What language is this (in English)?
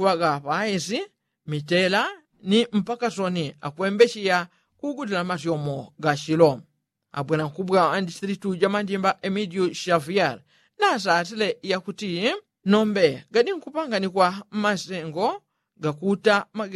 Yao